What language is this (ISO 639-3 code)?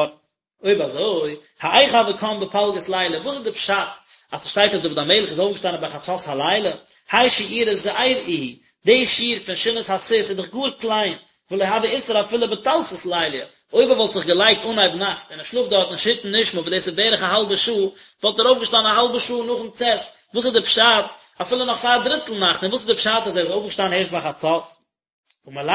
yid